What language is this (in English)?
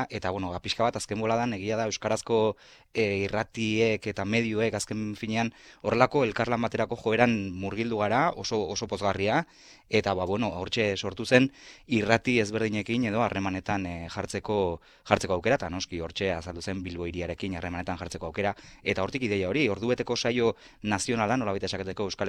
Basque